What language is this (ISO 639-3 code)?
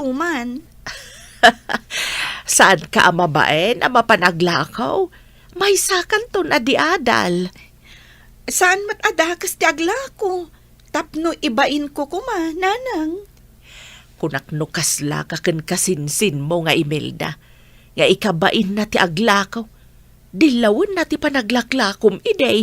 ilo